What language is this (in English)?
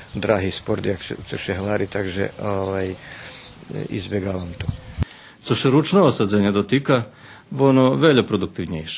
Rusyn